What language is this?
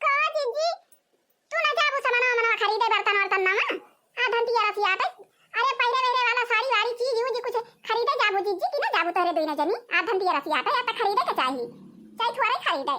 Awadhi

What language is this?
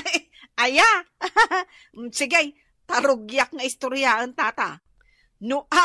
Iloko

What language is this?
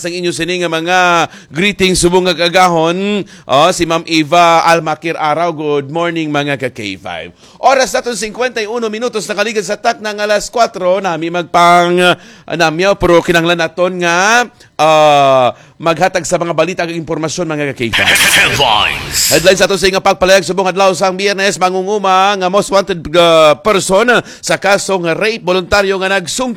Hiligaynon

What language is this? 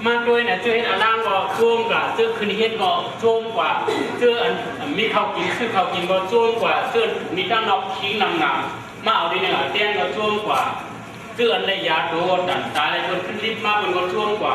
Shan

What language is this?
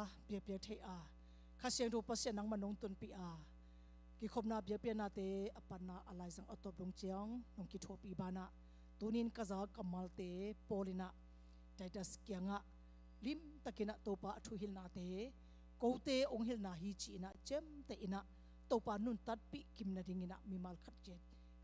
Tedim Chin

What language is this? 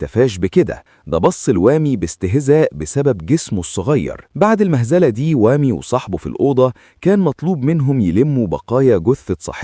Egyptian Arabic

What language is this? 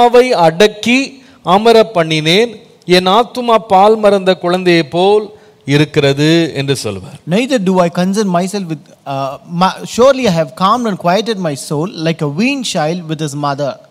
Tamil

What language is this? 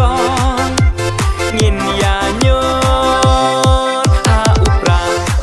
Khasi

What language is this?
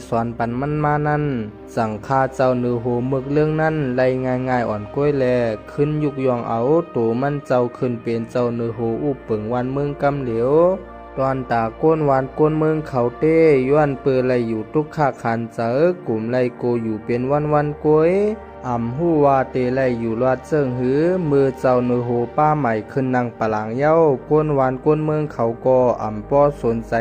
Shan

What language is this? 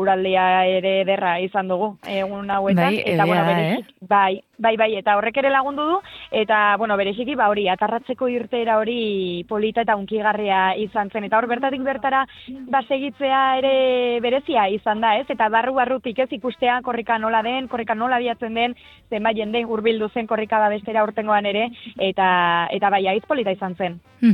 Basque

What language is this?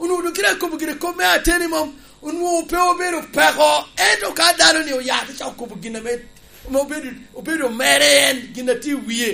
Lango (Uganda)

